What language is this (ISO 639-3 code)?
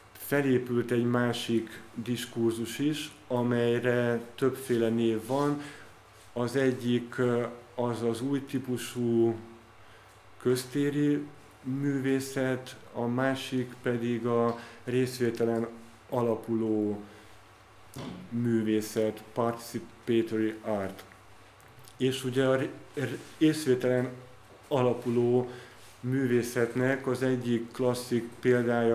hun